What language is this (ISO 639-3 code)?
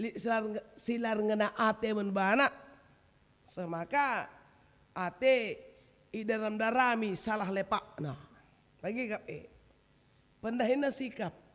btx